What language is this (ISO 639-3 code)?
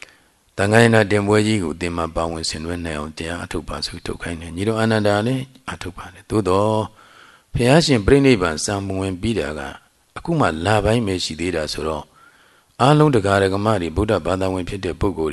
mya